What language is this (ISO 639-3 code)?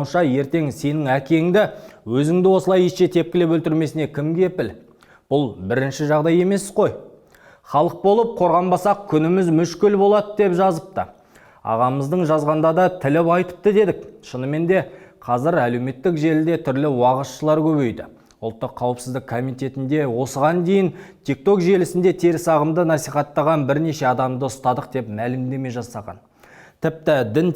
kaz